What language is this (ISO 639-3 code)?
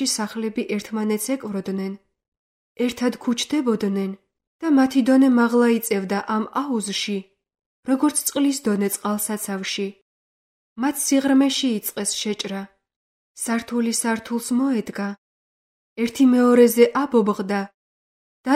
kat